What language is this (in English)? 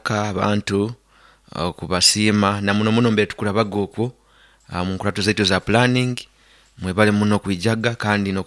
Nyoro